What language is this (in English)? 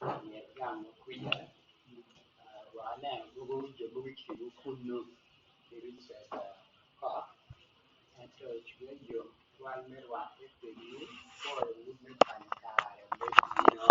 Acoli